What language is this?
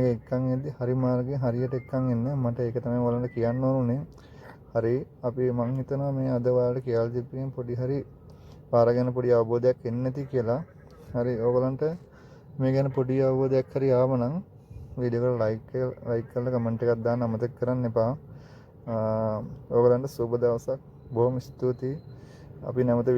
Sinhala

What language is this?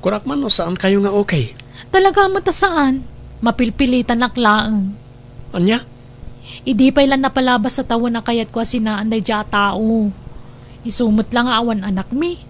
Iloko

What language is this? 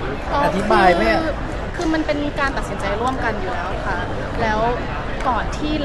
Thai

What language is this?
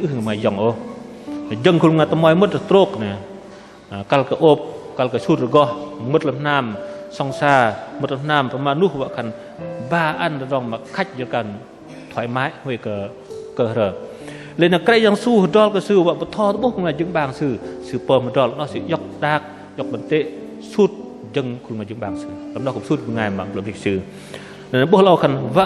Bahnar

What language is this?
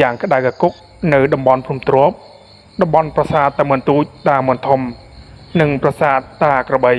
Khmer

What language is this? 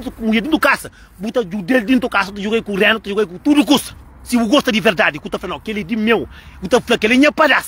Kabuverdianu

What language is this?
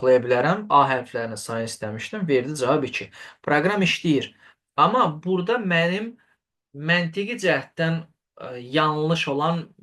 Azerbaijani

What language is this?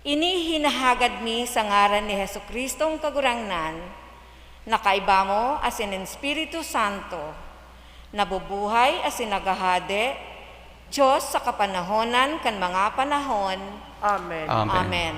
Bikol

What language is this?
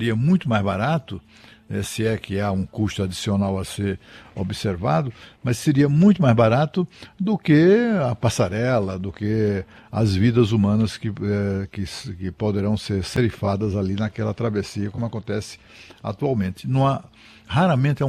Portuguese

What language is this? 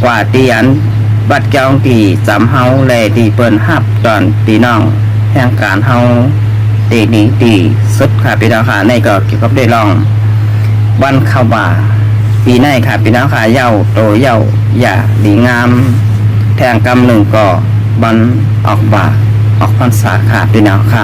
Shan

